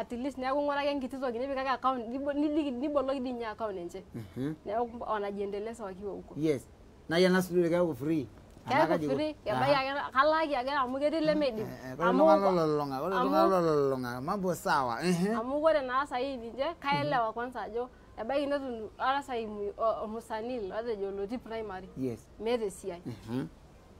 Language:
Masai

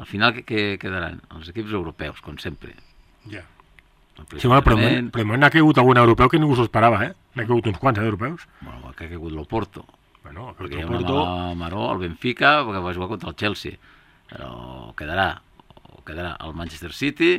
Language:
Catalan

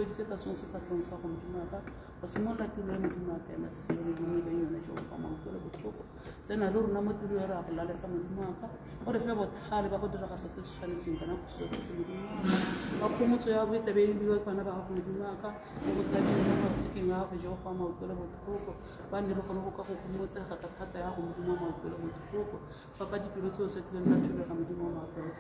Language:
Tswana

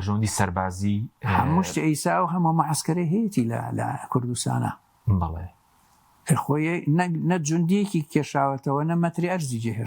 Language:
Central Kurdish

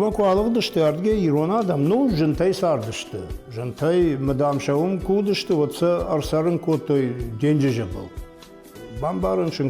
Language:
Ossetic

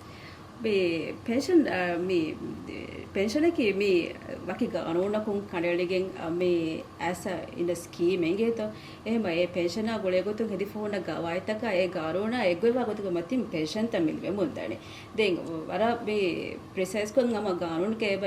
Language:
Divehi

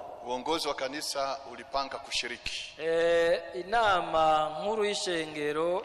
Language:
Rundi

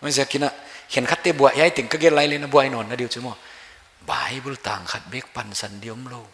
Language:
Paite Chin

